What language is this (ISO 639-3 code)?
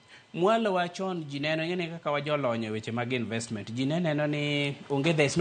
luo